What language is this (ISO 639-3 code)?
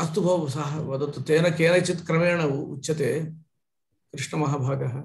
san